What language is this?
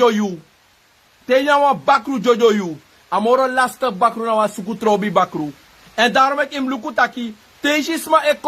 Sranan Tongo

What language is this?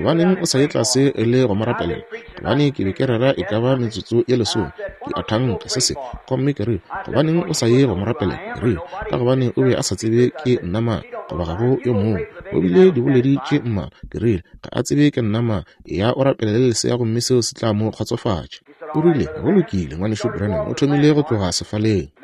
Northern Sotho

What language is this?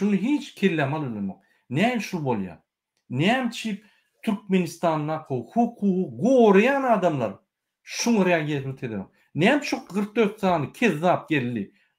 Turkmen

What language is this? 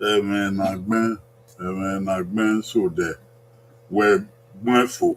Bini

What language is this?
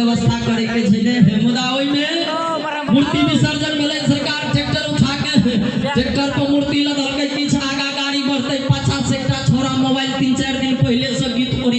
Maithili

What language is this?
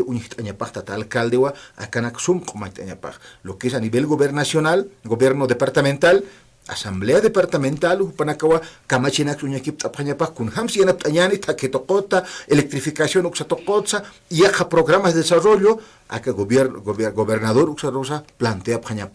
Aymara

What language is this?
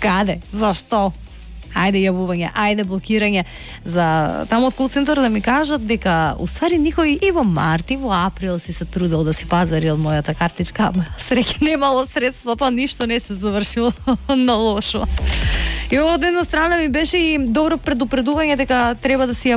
Macedonian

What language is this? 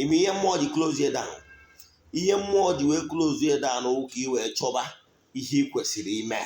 Igbo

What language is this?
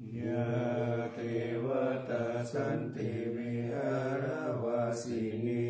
Pali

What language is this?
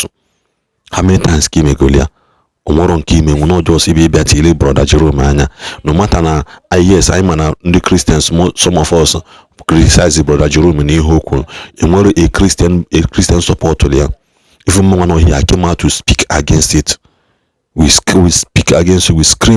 Igbo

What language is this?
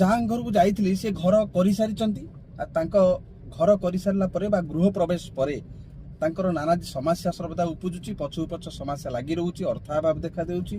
Odia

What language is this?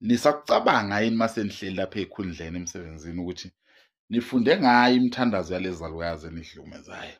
Zulu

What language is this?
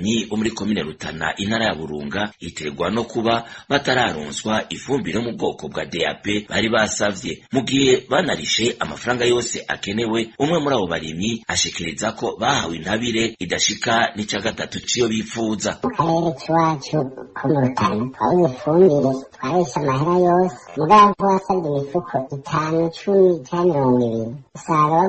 Rundi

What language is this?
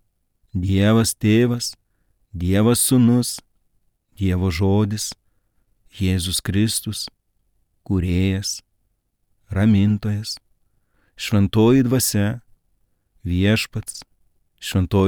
Lithuanian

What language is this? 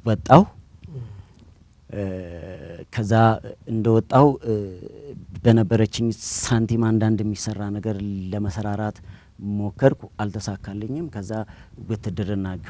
Amharic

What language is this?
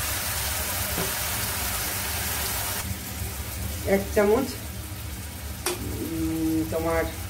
Bangla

